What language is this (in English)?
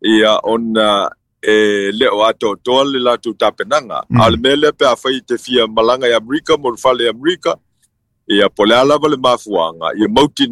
Samoan